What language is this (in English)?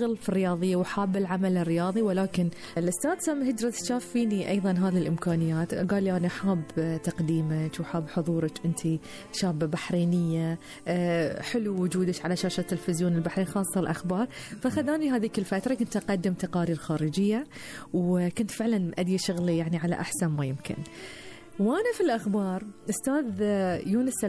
Gulf Arabic